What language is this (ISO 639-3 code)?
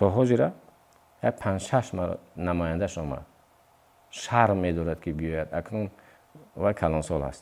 tgk